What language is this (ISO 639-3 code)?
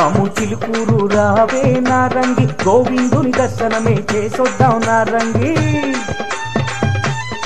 tel